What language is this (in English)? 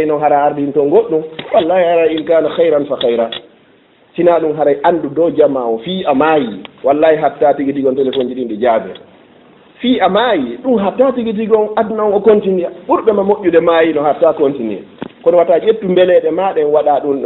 Fula